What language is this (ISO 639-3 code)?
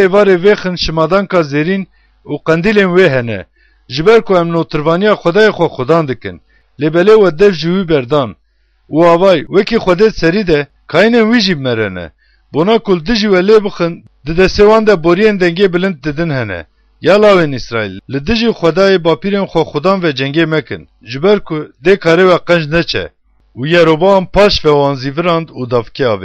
kur